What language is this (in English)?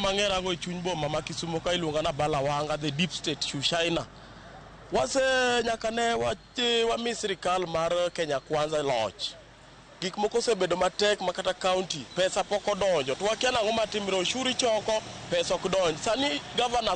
Luo (Kenya and Tanzania)